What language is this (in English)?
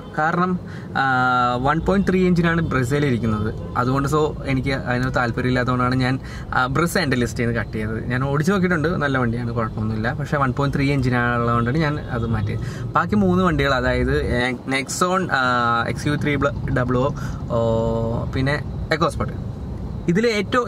Malayalam